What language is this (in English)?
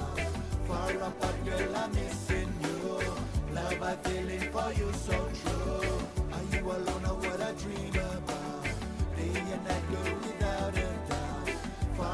Fijian